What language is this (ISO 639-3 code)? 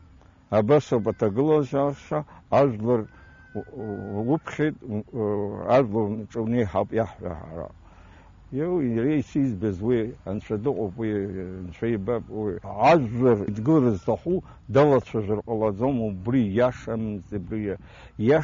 abk